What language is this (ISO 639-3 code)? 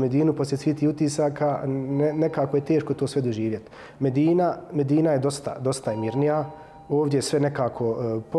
bos